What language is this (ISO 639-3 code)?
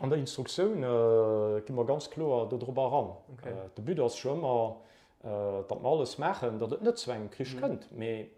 ltz